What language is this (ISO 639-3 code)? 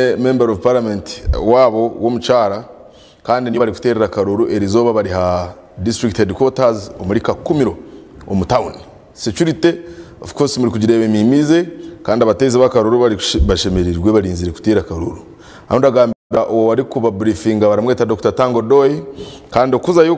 nyn